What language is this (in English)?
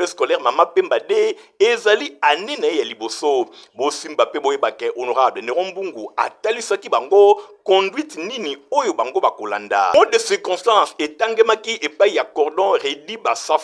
Lingala